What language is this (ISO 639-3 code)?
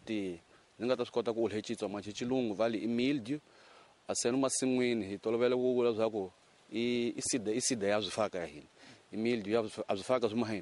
tso